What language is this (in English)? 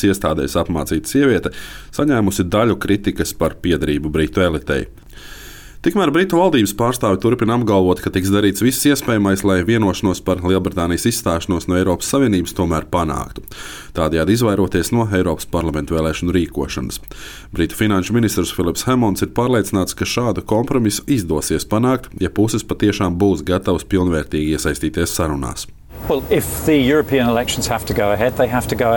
Latvian